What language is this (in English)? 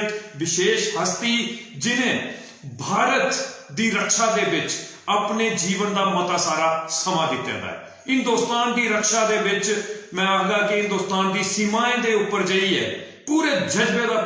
Dogri